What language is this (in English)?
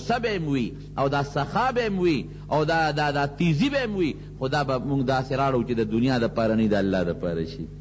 Pashto